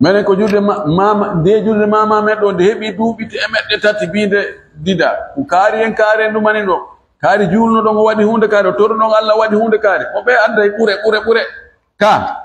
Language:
Fula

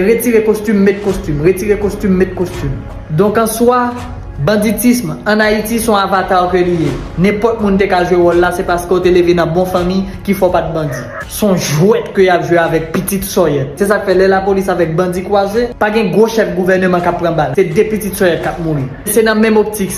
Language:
Haitian Creole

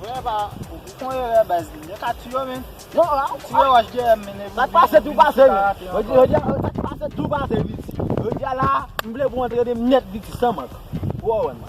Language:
Haitian Creole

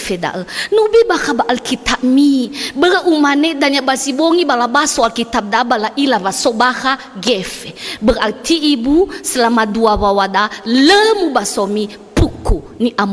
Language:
Nias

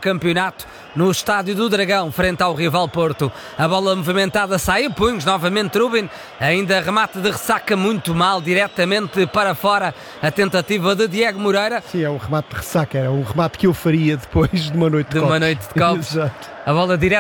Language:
Portuguese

